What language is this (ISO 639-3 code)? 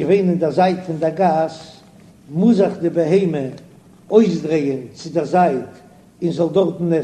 yid